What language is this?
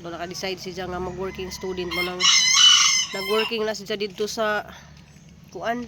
Cebuano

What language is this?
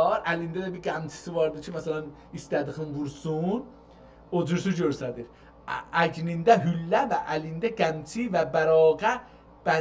South Azerbaijani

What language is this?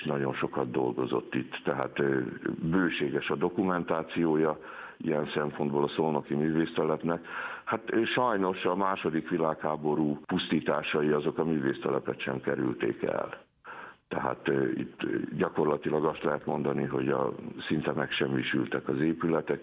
Hungarian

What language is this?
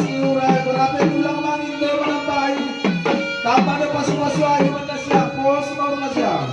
Batak Simalungun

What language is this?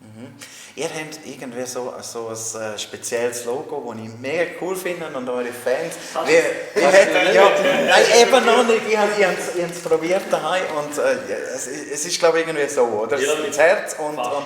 Swiss German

